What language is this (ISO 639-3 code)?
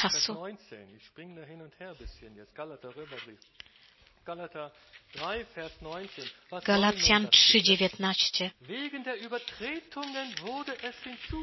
pol